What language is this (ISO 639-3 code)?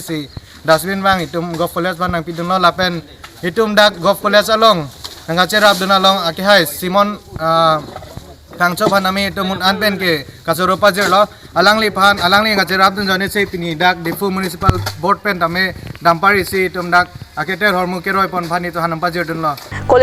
mjw